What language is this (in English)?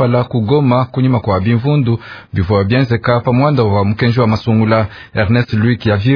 Luba-Lulua